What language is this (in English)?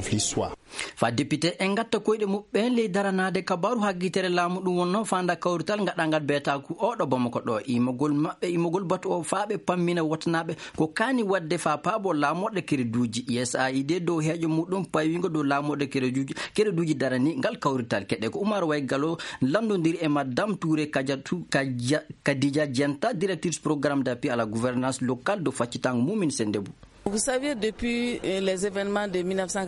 Fula